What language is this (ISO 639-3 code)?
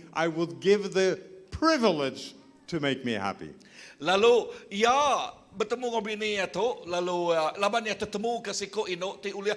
iba